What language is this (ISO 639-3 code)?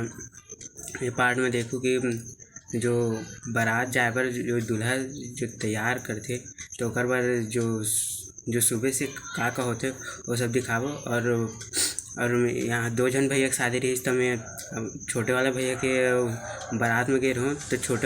hne